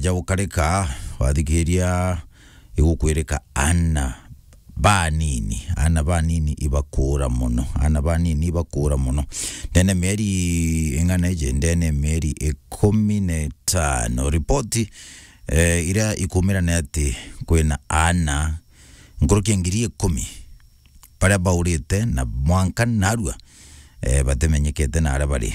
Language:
Meru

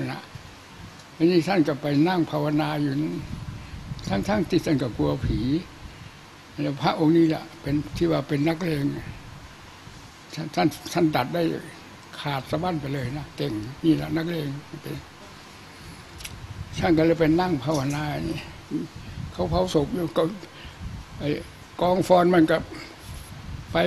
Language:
Thai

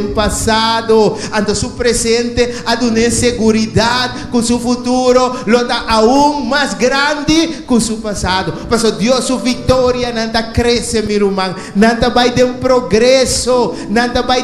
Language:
Papiamento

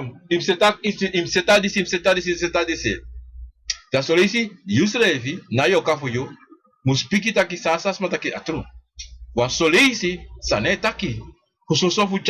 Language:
Sranan Tongo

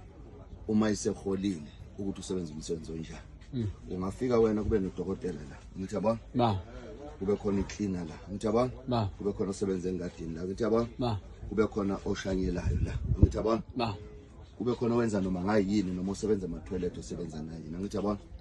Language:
Zulu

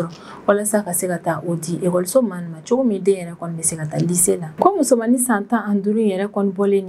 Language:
Bambara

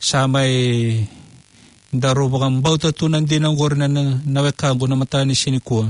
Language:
Fijian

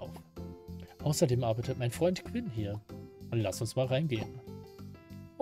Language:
German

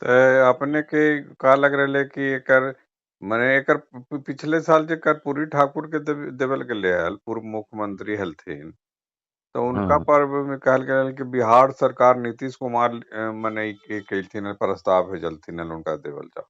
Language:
Magahi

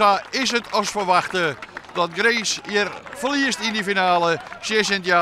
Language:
Western Frisian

